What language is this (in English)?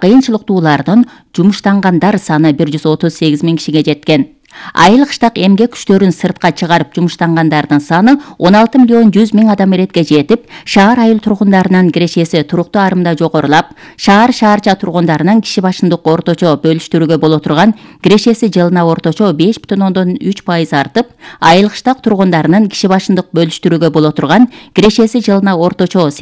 Kyrgyz